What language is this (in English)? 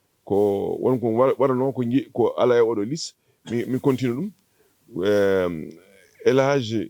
Fula